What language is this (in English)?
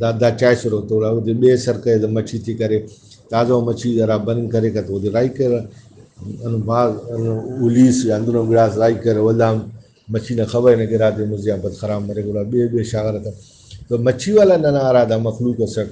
Brahui